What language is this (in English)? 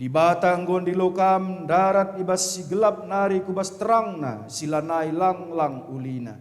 Batak Karo